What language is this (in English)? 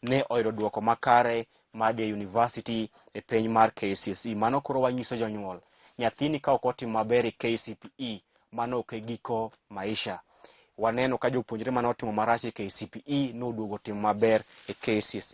Luo (Kenya and Tanzania)